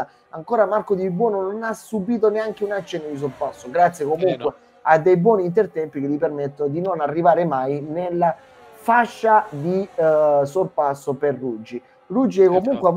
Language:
Italian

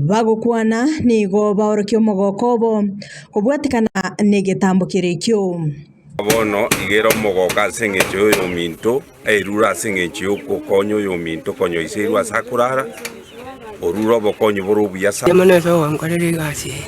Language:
Gusii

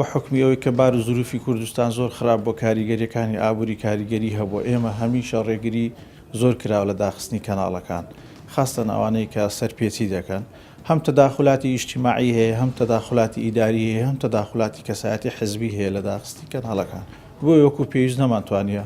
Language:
Central Kurdish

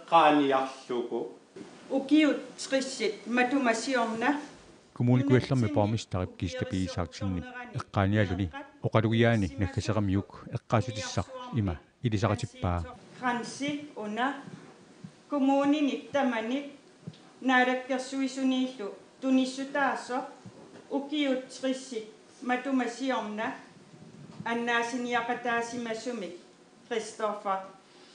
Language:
Kalaallisut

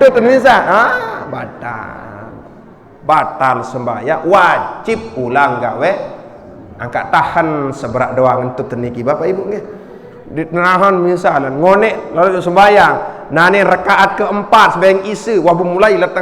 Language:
Sasak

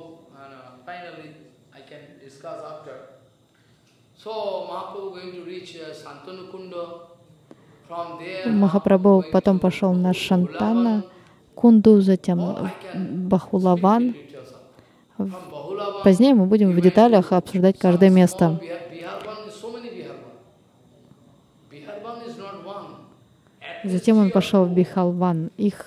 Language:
Russian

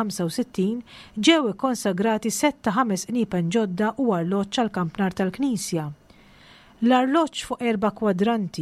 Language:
Maltese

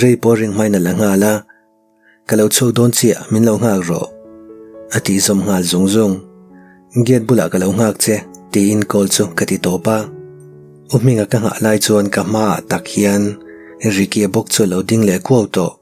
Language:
Mizo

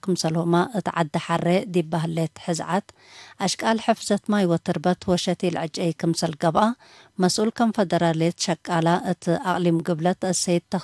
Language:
Tigre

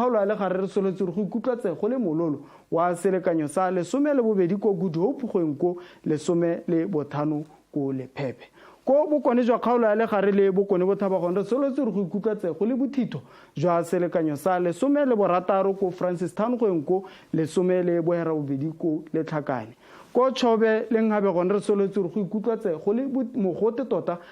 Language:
Tswana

